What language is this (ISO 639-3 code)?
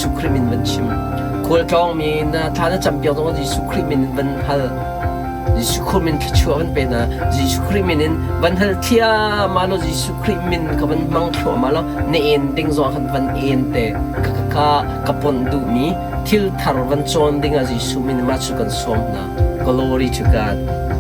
cnh